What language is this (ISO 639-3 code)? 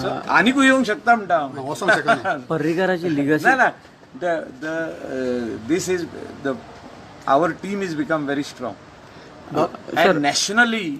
kok